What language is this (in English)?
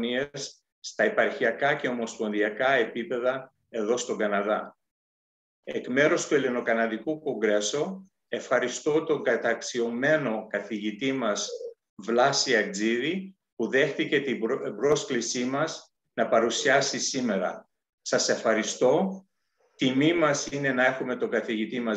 Greek